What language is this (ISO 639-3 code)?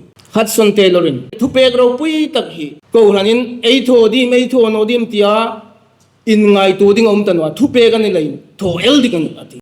hmr